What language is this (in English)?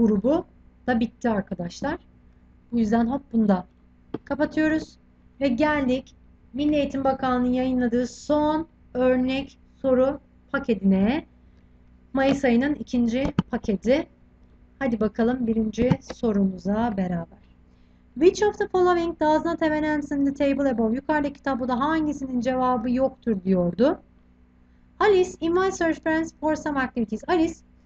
Turkish